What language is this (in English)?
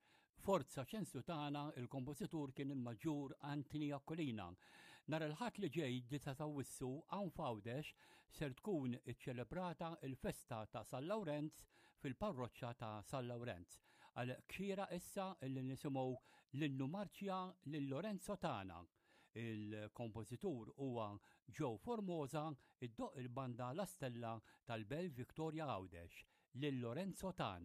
Maltese